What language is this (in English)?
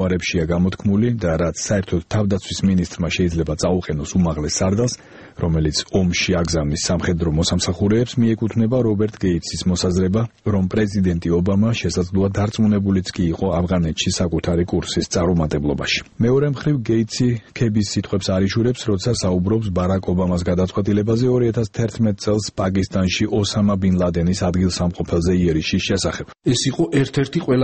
Georgian